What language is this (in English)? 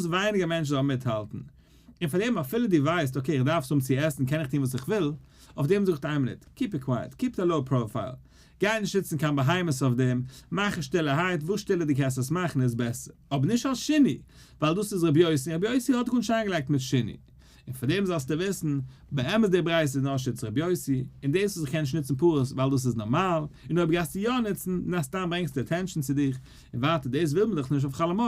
Yiddish